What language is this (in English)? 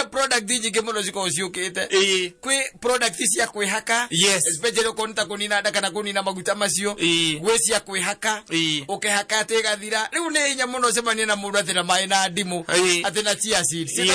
Kikuyu